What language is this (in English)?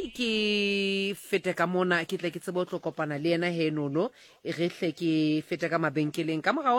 Southern Sotho